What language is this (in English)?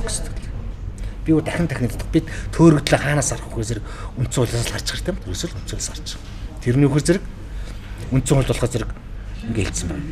Mongolian